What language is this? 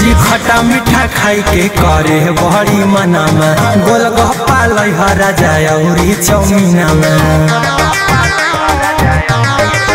Bhojpuri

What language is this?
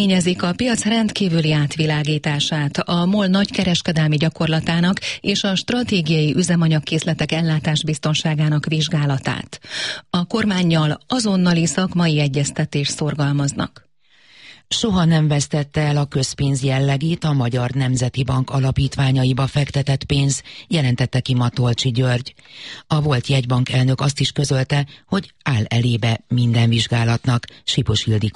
Hungarian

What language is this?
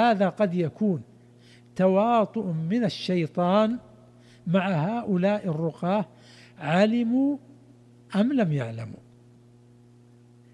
Arabic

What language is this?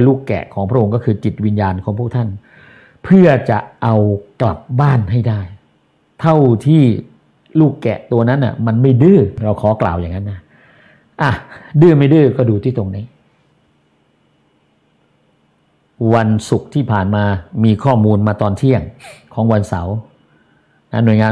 Thai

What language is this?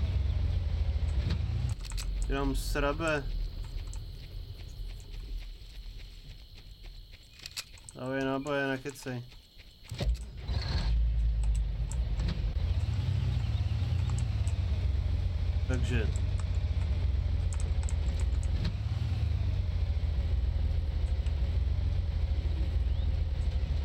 Czech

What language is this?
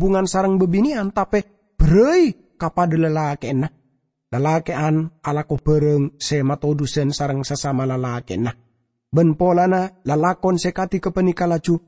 Madurese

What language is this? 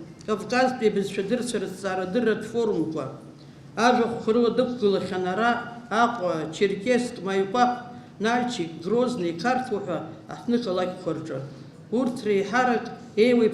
Abkhazian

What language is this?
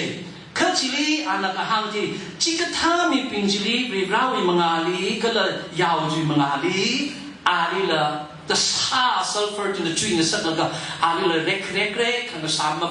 Tangkhul Naga (India)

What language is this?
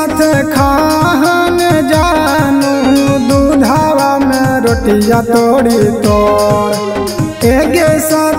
Bhojpuri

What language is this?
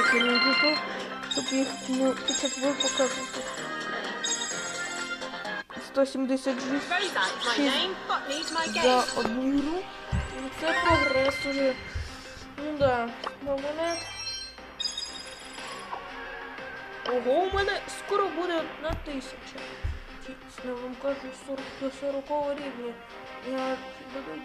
Ukrainian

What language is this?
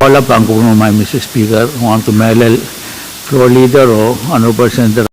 Pohnpeian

